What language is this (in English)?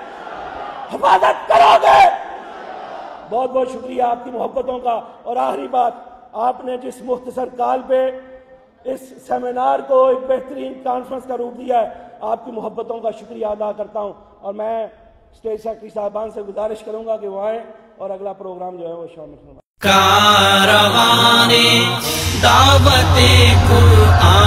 Urdu